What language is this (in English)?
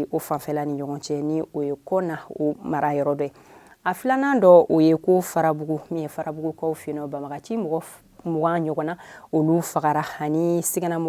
Bambara